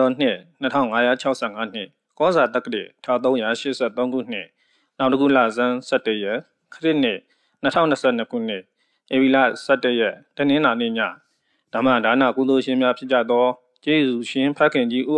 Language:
Burmese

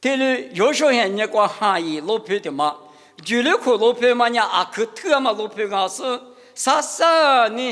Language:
Lisu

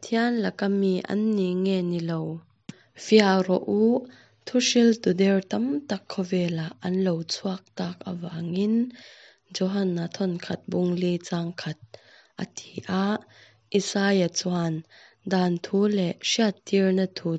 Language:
Hakha Chin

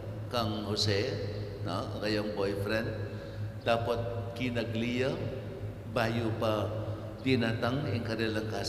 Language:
Pampanga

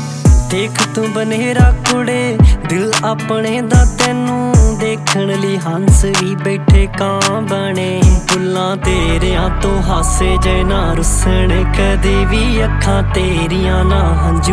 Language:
Punjabi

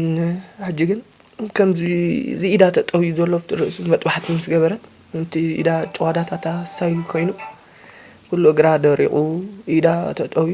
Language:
Tigrinya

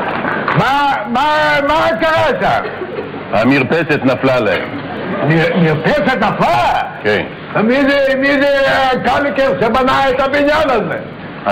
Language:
Hebrew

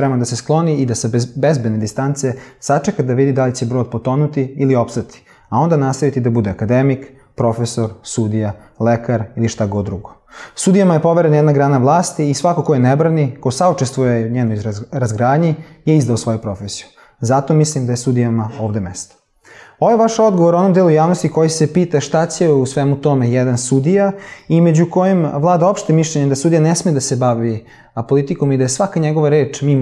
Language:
Serbian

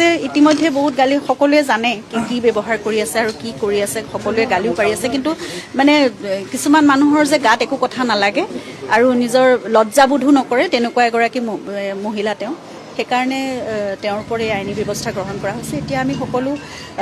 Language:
Assamese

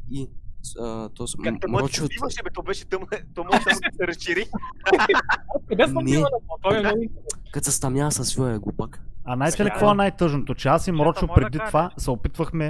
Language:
Bulgarian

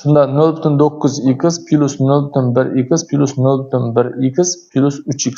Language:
Uzbek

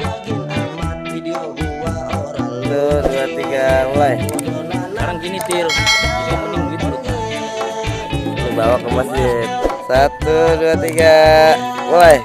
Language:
Betawi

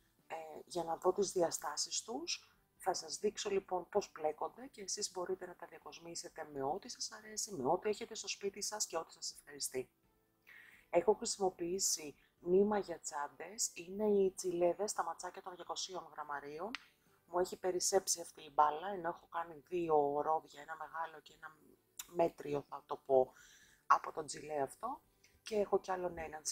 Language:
Greek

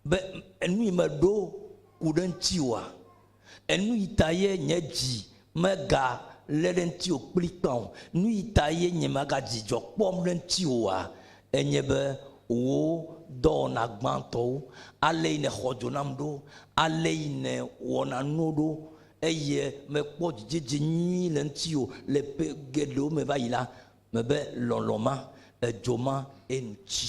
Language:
Ewe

